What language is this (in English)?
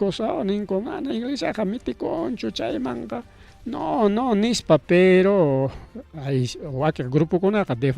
Ayacucho Quechua